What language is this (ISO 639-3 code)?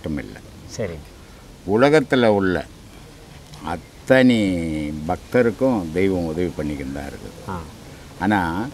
tam